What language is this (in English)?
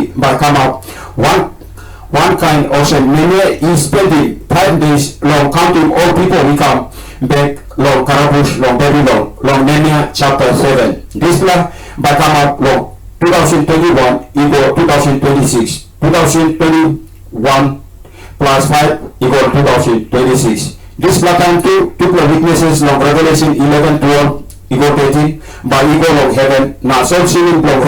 Tok Pisin